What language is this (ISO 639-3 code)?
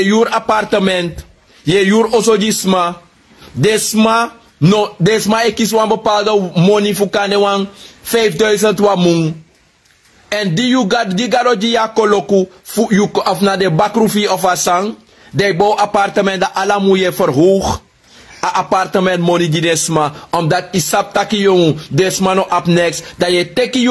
srn